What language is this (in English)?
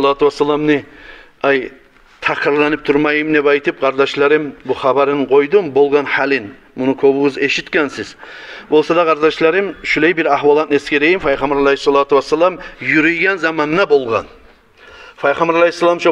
Kumyk